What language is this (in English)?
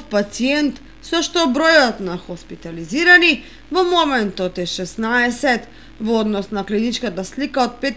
Macedonian